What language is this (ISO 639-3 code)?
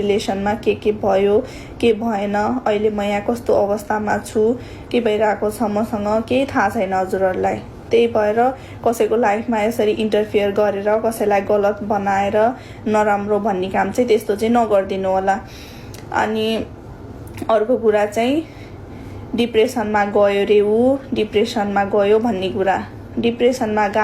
nep